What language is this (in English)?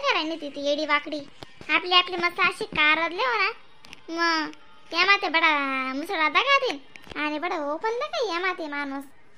Khandesi